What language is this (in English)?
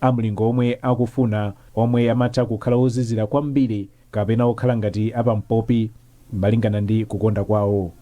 Nyanja